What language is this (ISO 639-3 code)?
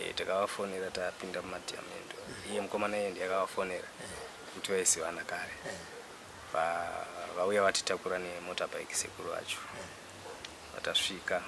sna